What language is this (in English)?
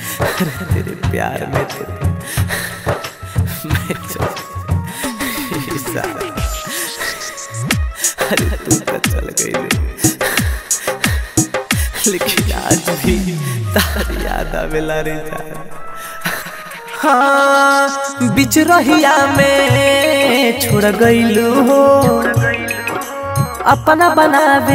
Bhojpuri